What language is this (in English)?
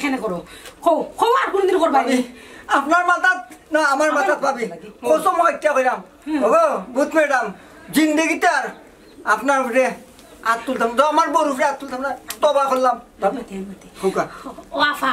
Sylheti